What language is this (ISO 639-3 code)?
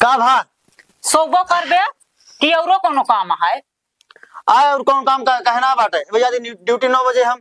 awa